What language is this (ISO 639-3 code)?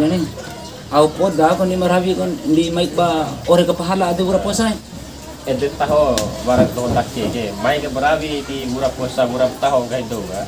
bhp